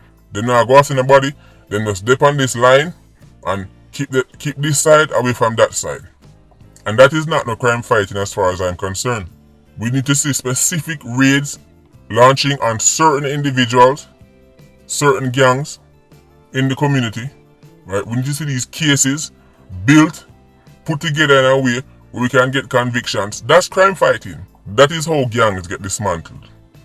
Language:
Jamaican Creole English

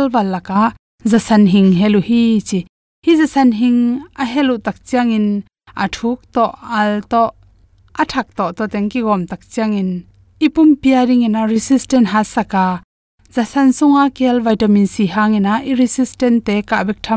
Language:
Tedim Chin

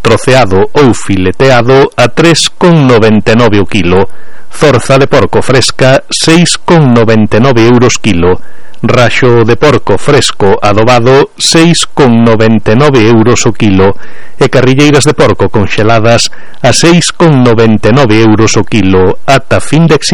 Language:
Galician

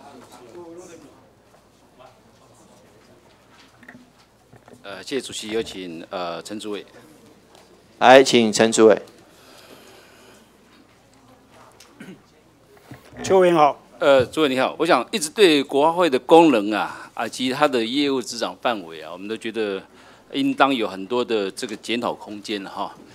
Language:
Chinese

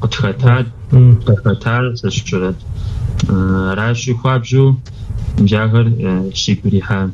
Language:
Kabardian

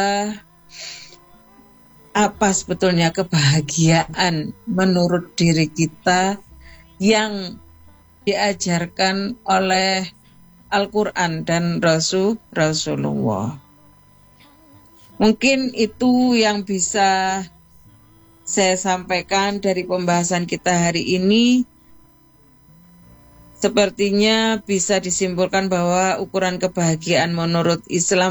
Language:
Indonesian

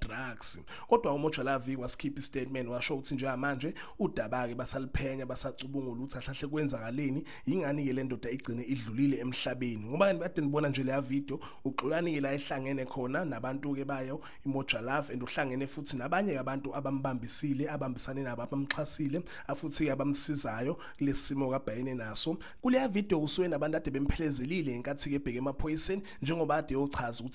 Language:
Zulu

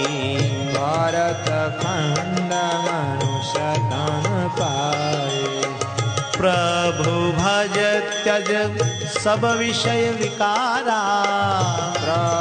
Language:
Gujarati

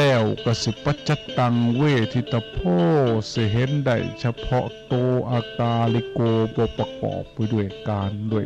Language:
Northeastern Thai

